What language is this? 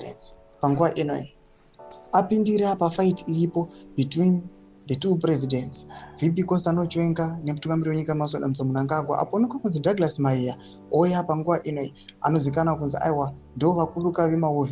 Shona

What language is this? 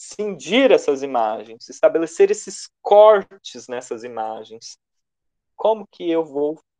Portuguese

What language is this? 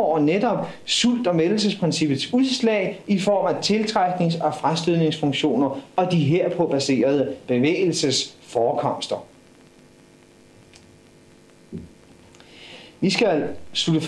Danish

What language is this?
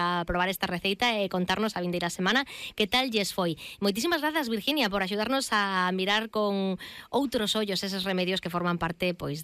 Galician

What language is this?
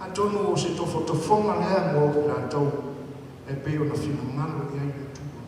Samoan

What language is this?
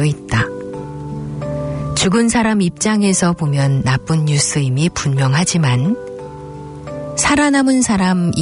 Korean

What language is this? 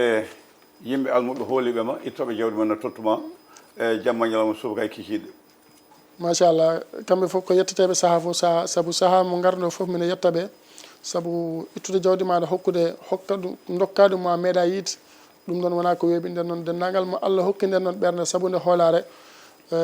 Fula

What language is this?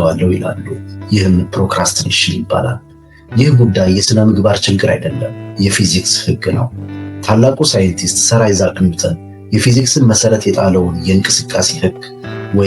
Amharic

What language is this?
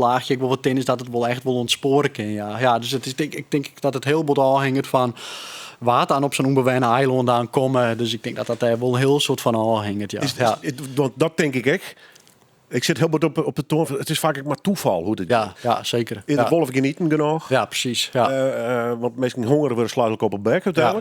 Western Frisian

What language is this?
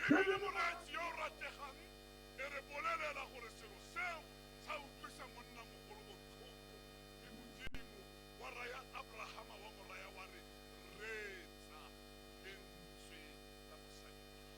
Tswana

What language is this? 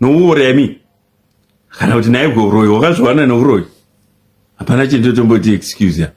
Shona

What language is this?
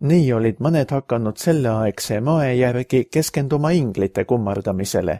Estonian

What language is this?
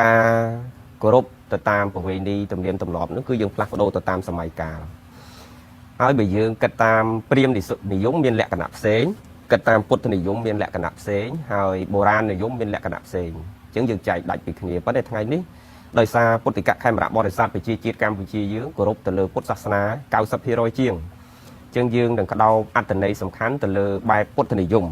Khmer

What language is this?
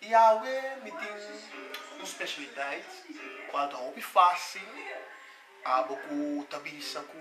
Papiamento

